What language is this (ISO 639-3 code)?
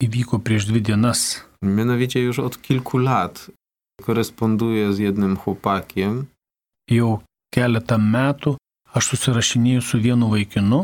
lit